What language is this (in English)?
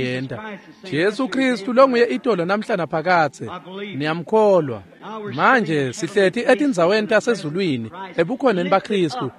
Swati